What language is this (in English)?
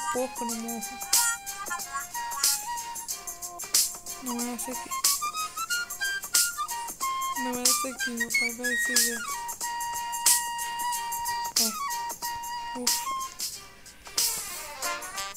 Portuguese